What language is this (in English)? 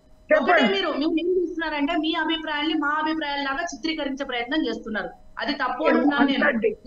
Telugu